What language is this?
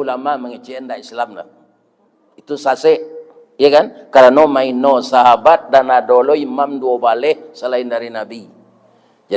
Minangkabau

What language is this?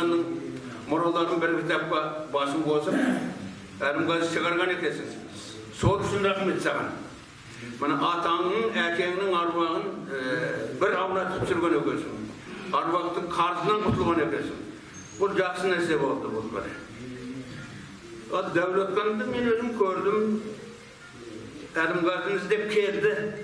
Kazakh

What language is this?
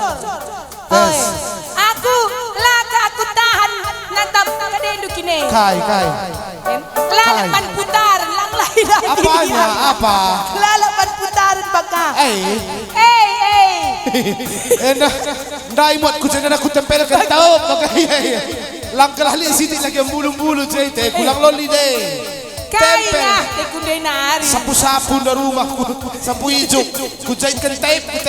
Batak Karo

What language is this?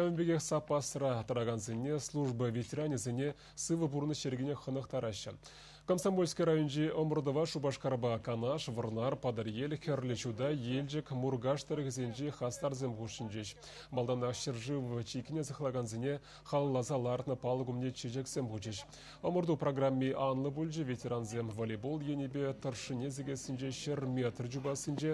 Chuvash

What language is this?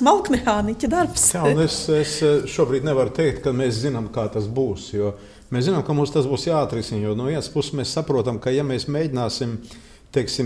Latvian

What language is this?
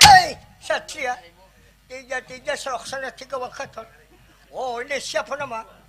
Banjar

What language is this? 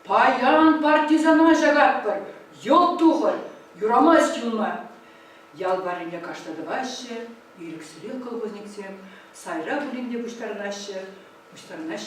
Chuvash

